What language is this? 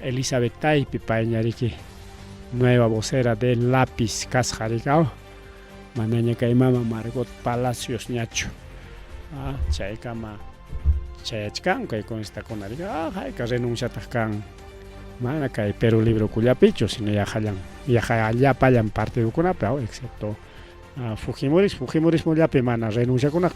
Ayacucho Quechua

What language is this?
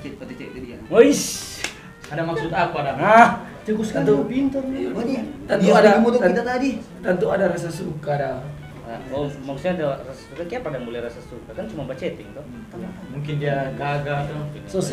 Manado Malay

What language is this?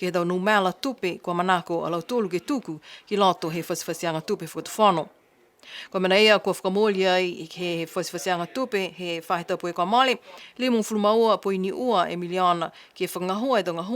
Niuean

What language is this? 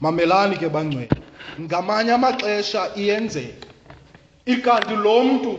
Xhosa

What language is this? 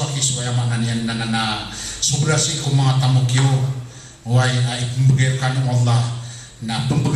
Maranao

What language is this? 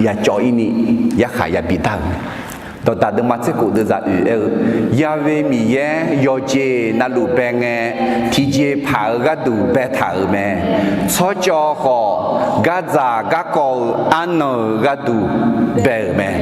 Akha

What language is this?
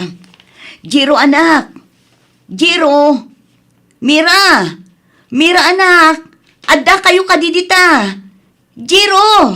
Iloko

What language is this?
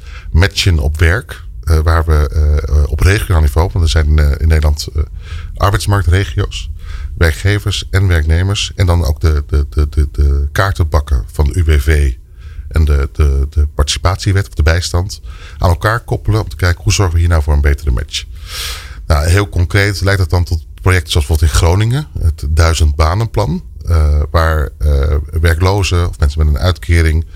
Dutch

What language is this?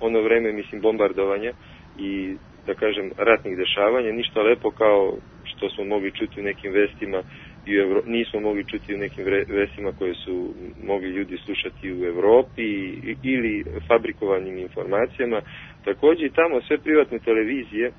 Serbian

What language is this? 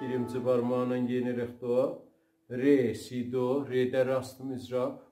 South Azerbaijani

